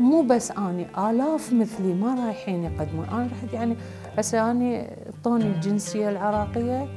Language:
Mesopotamian Arabic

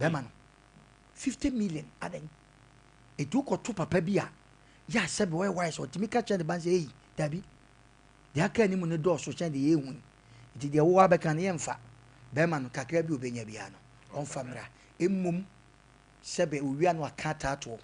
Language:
Akan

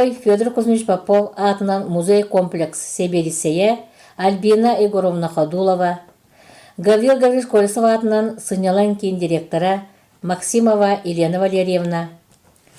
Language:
Yakut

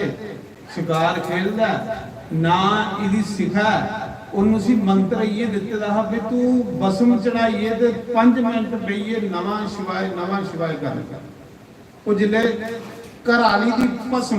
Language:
Dogri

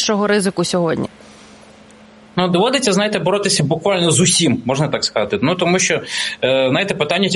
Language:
Ukrainian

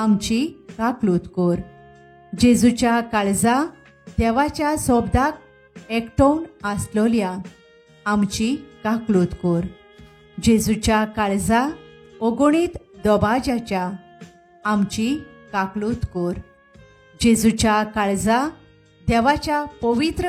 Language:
Konkani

